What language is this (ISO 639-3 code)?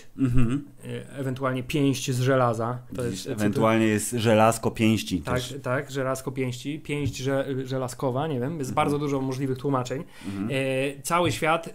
pol